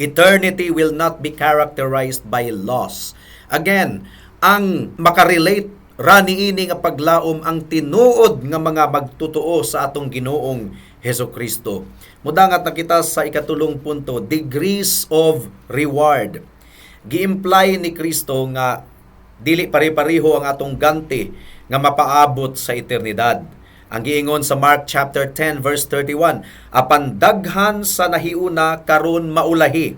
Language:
Cebuano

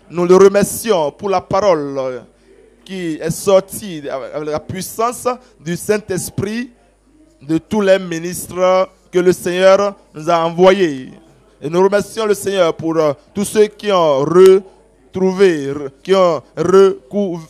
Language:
French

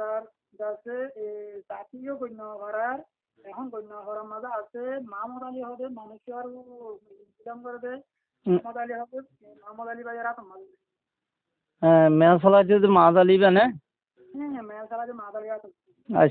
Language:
Bangla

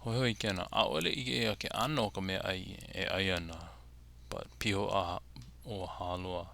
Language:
Hawaiian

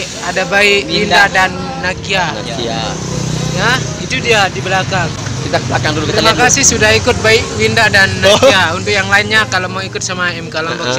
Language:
Sasak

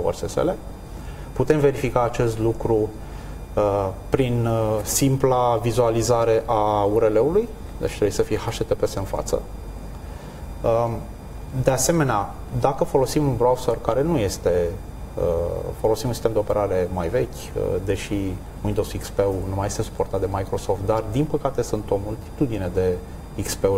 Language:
Romanian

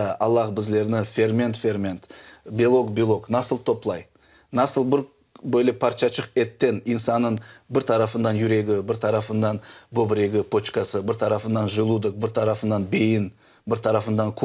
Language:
Crimean Tatar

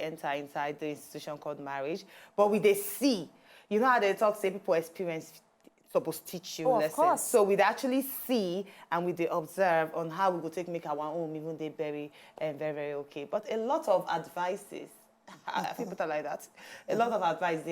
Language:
Nigerian Pidgin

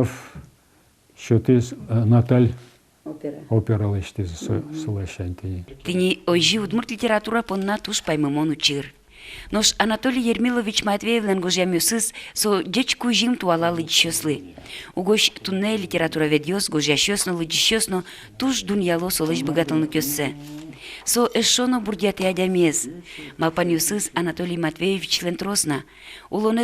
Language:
Udmurt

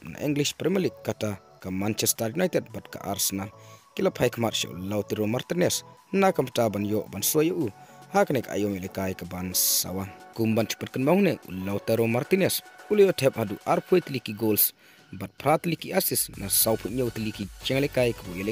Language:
Khasi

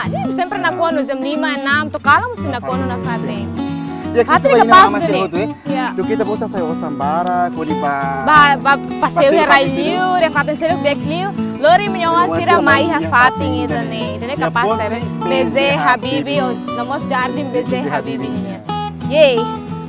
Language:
Tetum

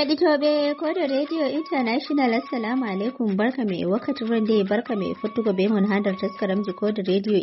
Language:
Fula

